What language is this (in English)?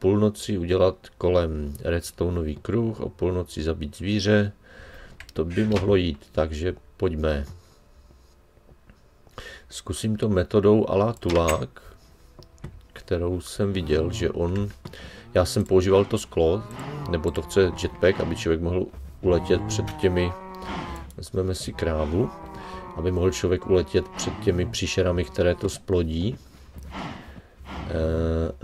Czech